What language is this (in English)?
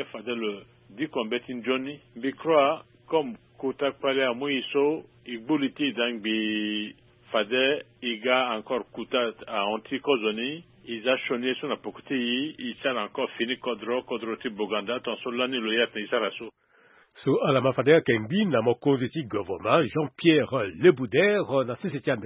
Sango